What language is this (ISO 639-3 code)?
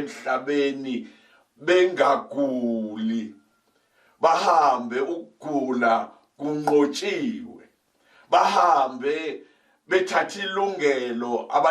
zul